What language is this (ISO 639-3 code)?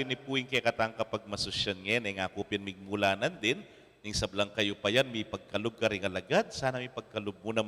pam